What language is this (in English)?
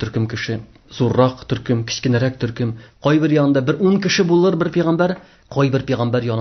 Tatar